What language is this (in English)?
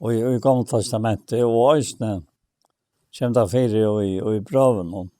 Faroese